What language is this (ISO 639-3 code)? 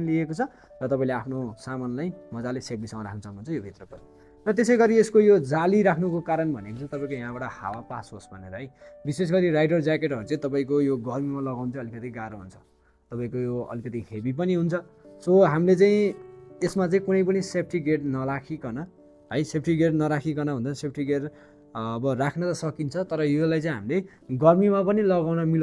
nep